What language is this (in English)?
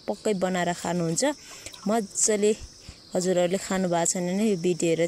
Nepali